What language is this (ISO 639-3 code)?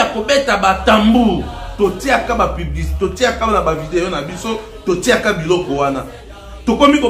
lin